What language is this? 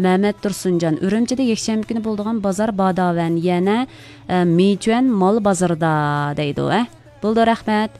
Uyghur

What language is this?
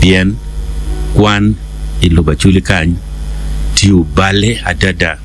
Acoli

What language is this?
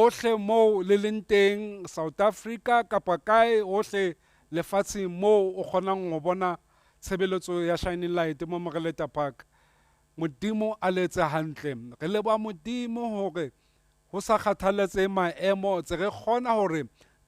Southern Sotho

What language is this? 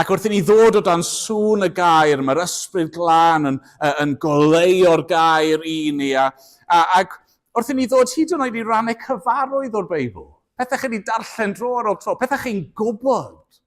Welsh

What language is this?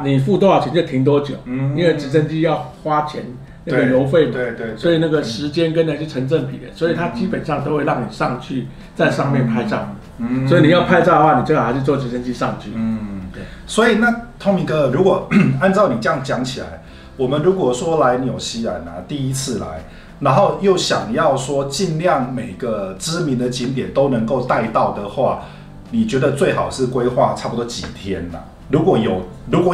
Chinese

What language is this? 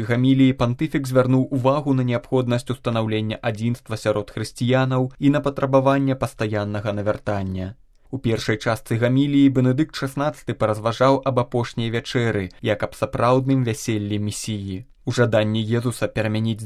Belarusian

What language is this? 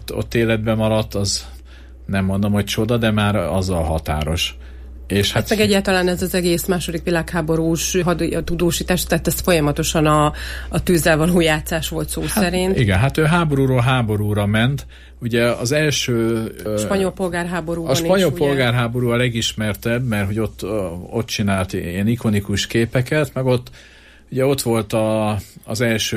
Hungarian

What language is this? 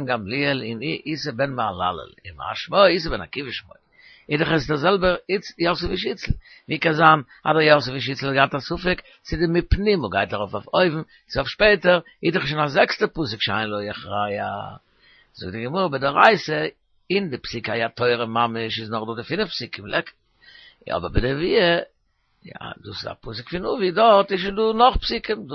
Yiddish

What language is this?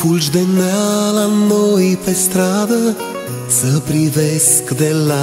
Romanian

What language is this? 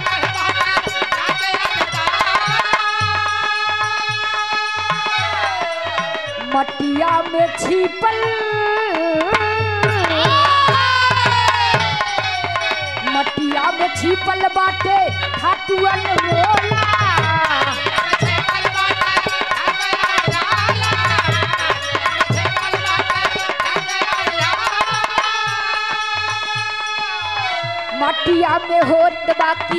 Bhojpuri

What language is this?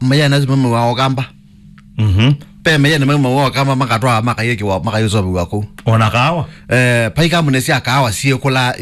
Kamba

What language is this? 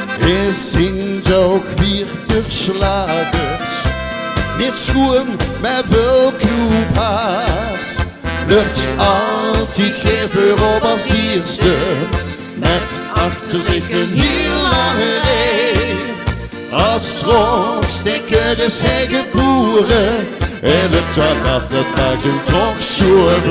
Limburgish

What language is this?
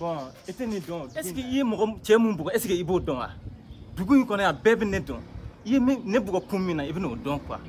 Bambara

